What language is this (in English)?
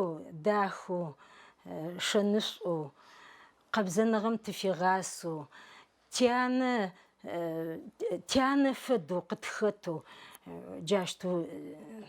Adyghe